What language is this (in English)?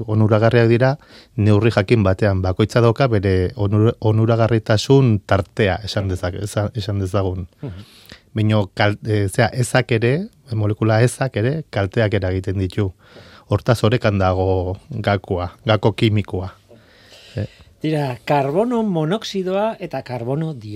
Basque